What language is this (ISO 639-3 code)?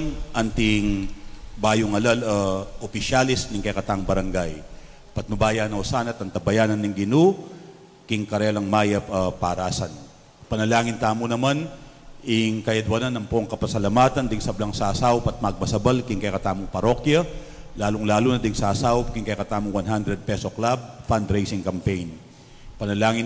pam